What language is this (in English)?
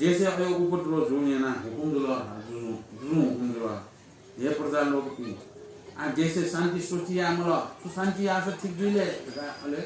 Newari